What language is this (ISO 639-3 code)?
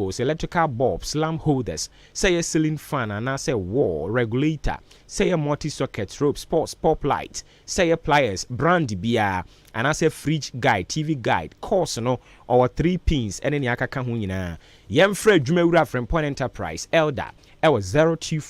aka